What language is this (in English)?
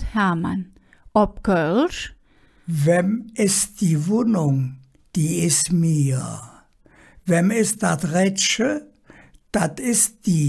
Colognian